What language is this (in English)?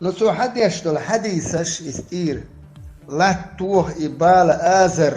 Chechen